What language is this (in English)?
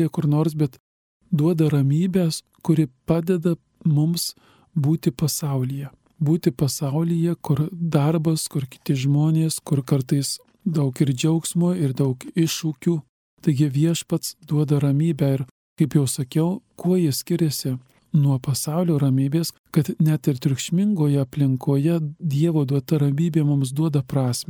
Lithuanian